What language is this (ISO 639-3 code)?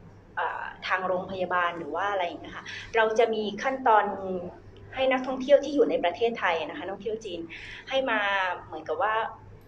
tha